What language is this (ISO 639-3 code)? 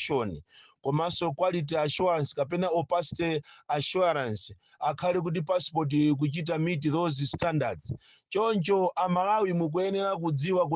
nya